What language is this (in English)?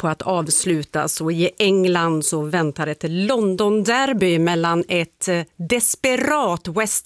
Swedish